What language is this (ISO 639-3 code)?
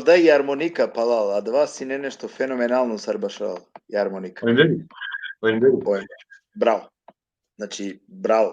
rmn